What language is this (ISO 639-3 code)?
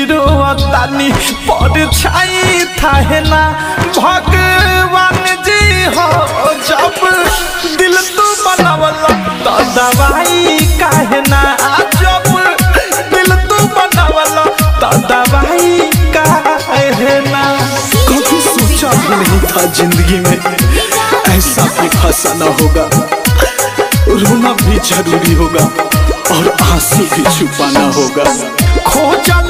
bho